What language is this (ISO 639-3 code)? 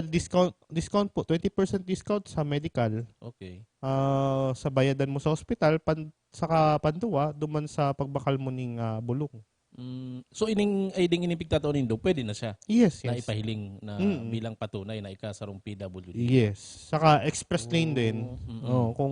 bik